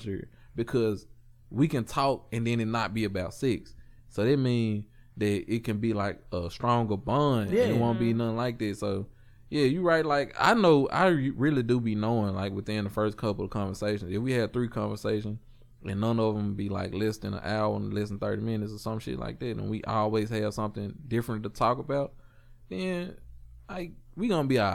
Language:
English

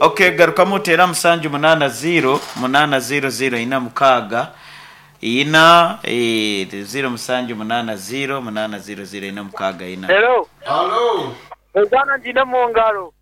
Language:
Nyankole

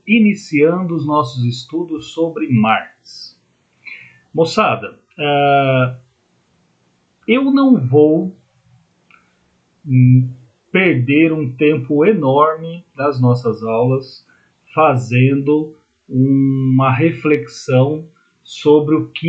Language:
Portuguese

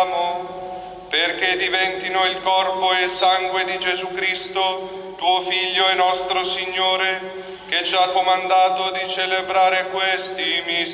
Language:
Italian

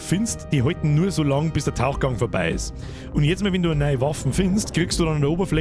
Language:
Bavarian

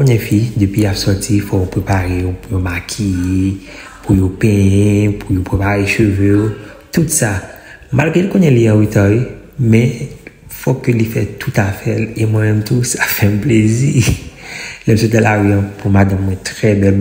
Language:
Haitian Creole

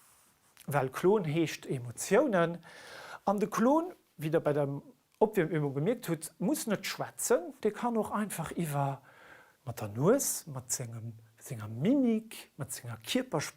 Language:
Luxembourgish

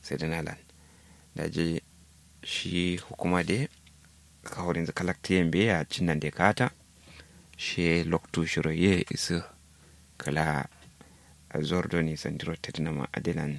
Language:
Kanuri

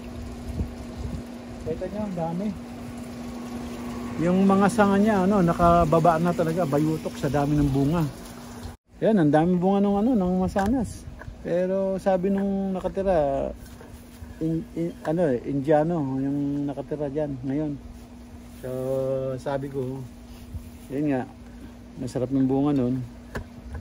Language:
Filipino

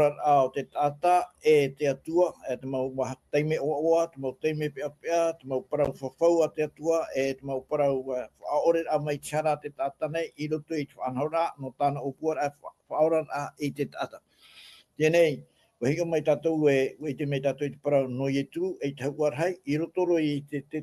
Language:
Tahitian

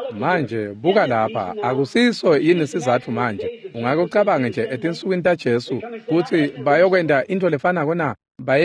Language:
Swati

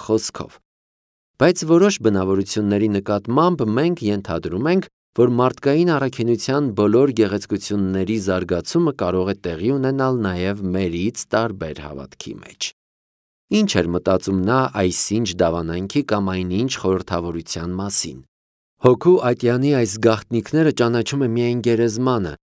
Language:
Armenian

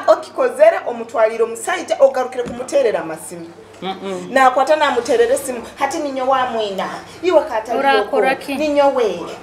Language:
Nyoro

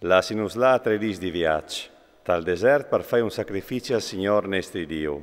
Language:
Friulian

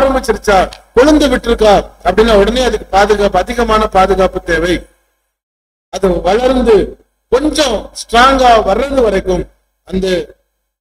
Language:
Tamil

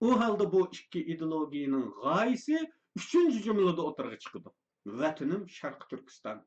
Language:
Uyghur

